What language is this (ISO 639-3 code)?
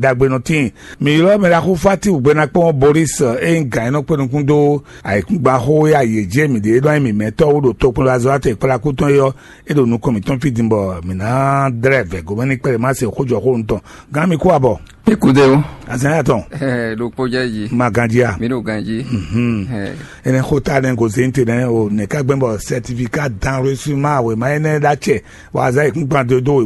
fon